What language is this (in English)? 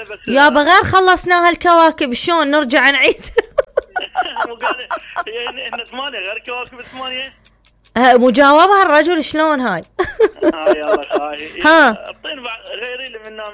Mesopotamian Arabic